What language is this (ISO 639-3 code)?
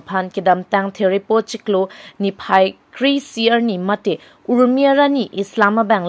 mjw